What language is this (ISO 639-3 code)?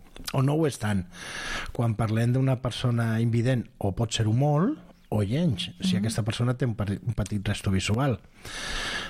cat